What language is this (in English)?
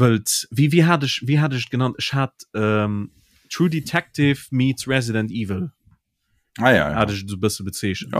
Luxembourgish